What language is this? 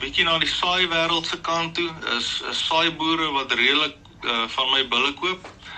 Afrikaans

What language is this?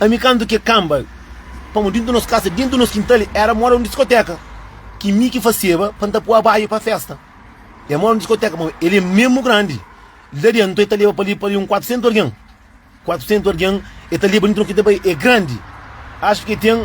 Kabuverdianu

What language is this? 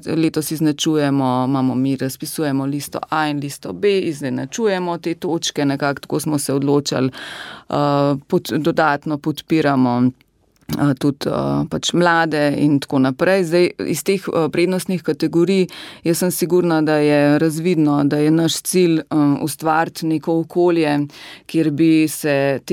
Slovenian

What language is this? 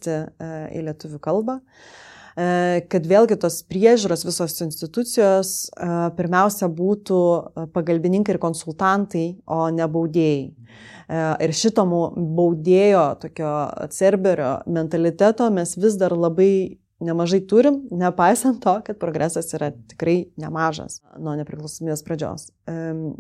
Lithuanian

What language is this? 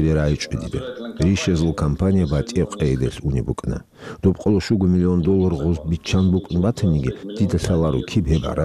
Avaric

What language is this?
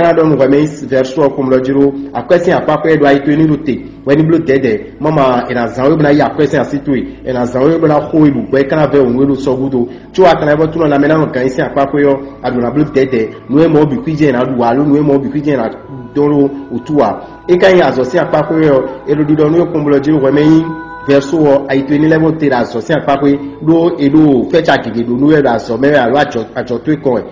Fon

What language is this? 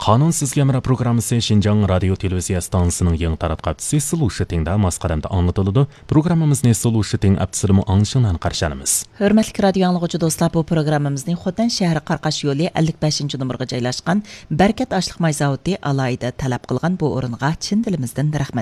Uyghur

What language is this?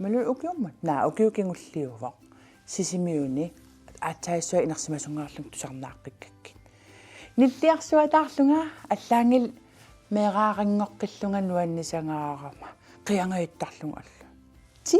Kalaallisut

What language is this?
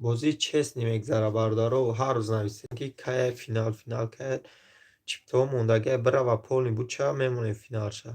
Tajik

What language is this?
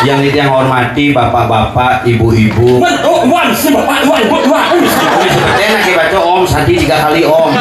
Balinese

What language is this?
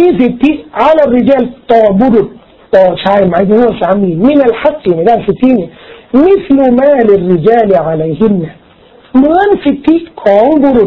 Thai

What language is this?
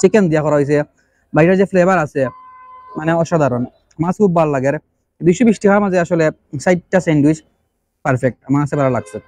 Sylheti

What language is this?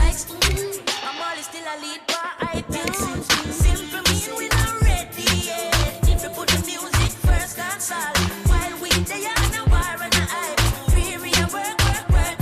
Jamaican Creole English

